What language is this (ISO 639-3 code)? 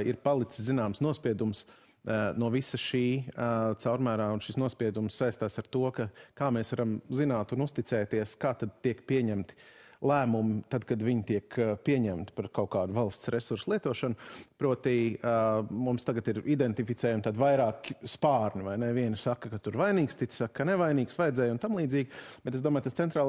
lav